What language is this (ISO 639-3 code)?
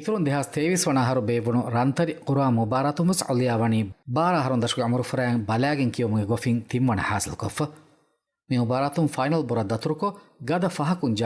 div